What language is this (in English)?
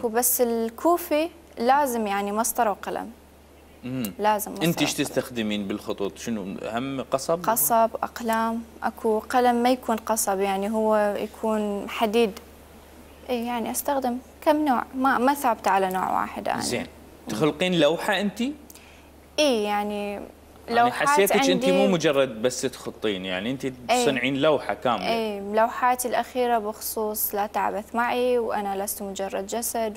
Mesopotamian Arabic